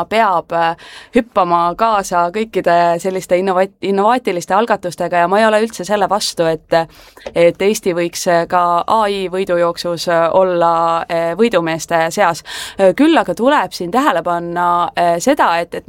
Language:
Estonian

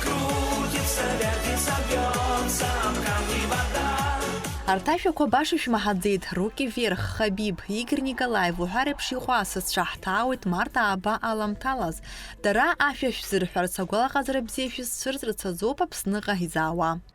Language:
Abkhazian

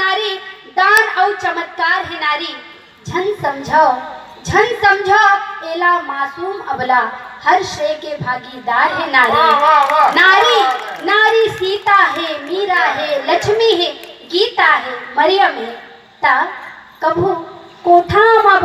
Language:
Chhattisgarhi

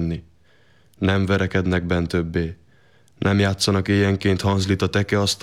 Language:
Hungarian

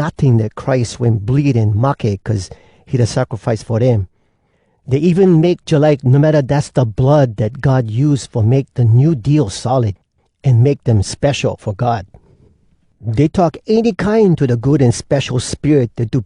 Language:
Hawai'i Creole English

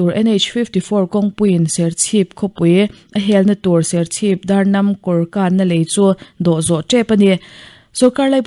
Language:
Mizo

